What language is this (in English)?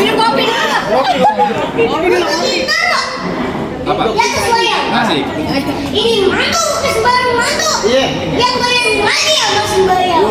Betawi